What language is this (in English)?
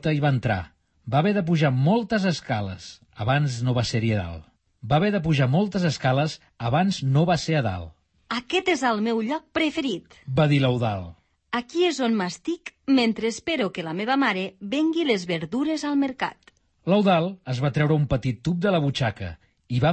Catalan